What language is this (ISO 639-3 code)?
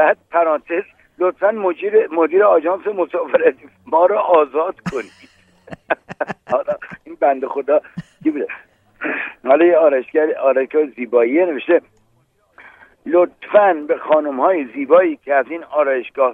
fas